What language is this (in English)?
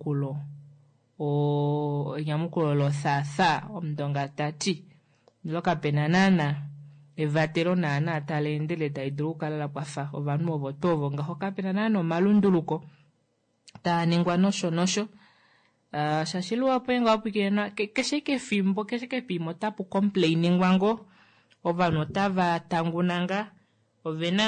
Kuanyama